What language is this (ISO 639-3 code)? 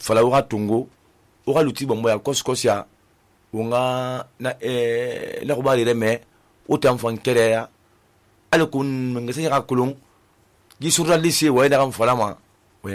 sus